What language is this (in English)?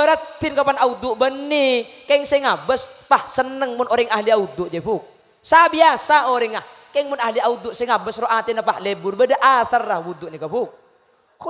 Madurese